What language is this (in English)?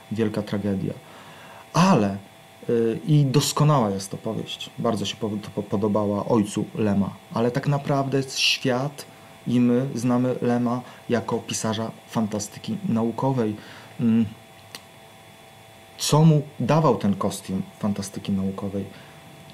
Polish